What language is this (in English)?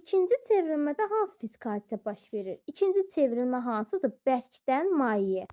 Azerbaijani